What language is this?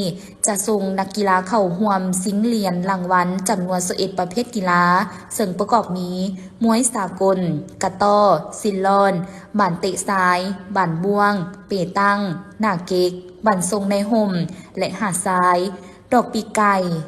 Lao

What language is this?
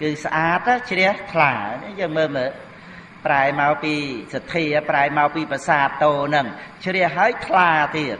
Khmer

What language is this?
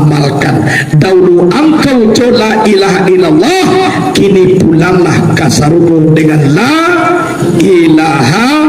Minangkabau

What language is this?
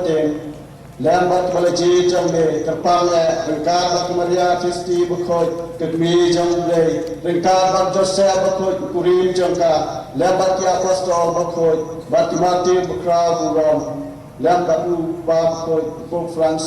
Khasi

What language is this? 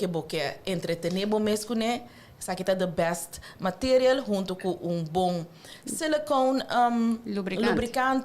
Papiamento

